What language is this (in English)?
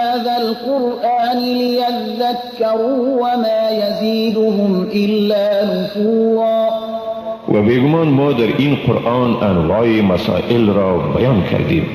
Persian